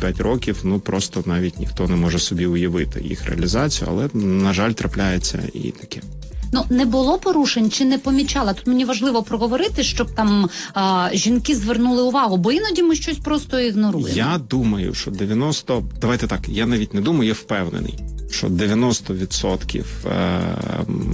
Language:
Ukrainian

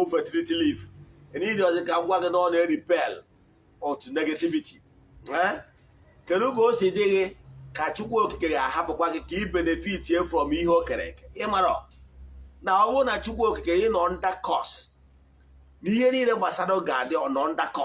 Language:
Igbo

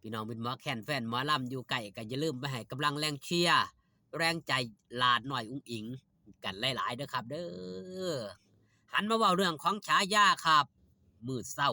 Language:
Northeastern Thai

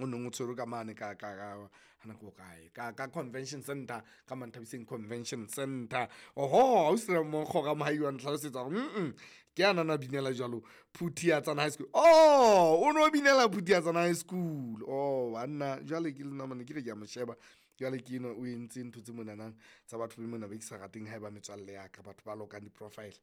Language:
Southern Sotho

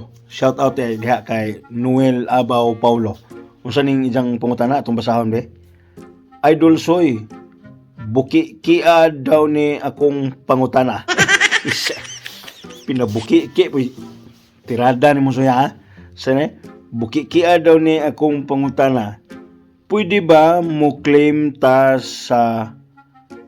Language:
Cebuano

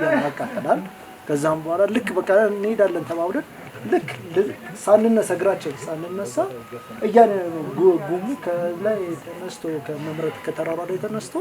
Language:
Amharic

